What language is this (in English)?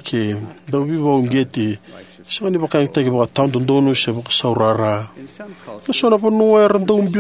Fijian